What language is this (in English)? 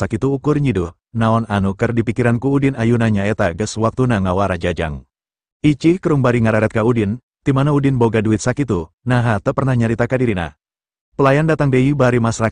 Sundanese